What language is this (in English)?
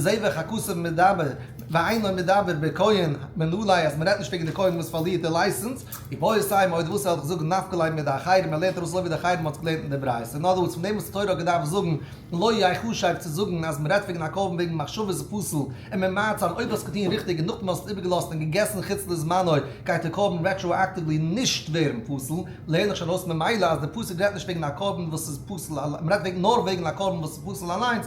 Yiddish